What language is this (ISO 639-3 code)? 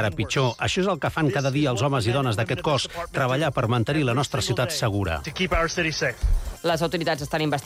cat